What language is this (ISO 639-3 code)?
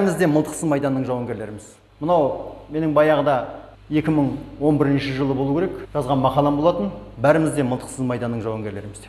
kaz